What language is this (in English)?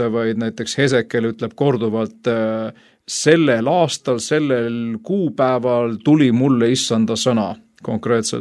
Estonian